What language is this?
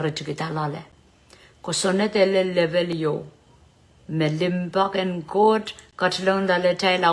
Pohnpeian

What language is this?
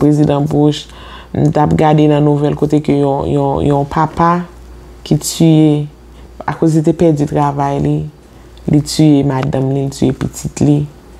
Haitian Creole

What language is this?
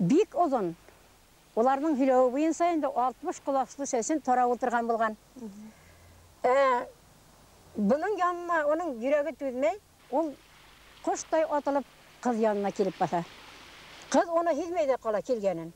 Bashkir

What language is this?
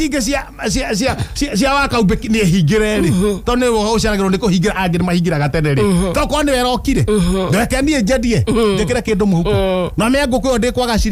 Kikuyu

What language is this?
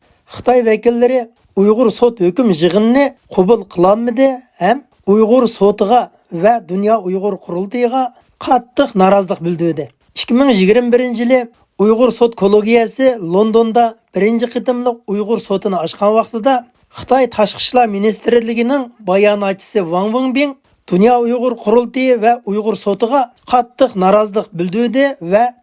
Uyghur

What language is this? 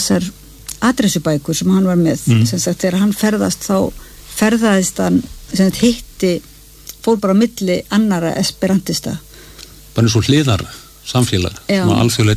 Icelandic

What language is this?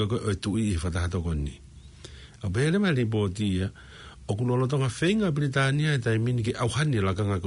Tongan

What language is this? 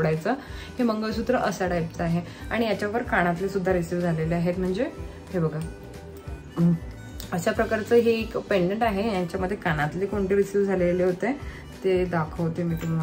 Marathi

